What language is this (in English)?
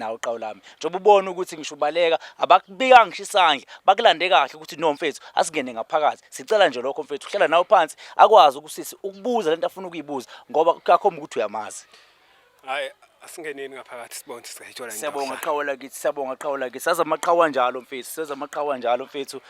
Zulu